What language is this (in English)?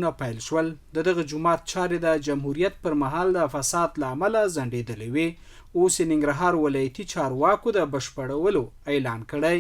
Pashto